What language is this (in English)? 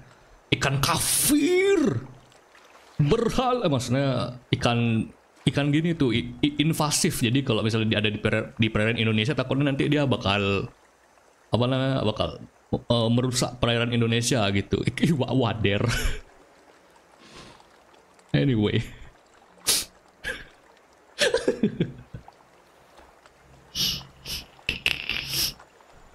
Indonesian